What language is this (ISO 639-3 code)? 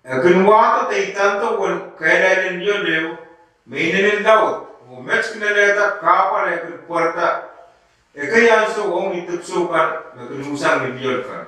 pon